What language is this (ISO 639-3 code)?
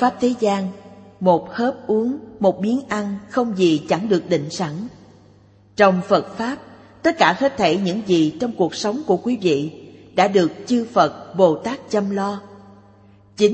vie